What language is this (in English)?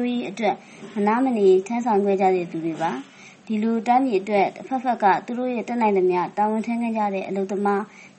Burmese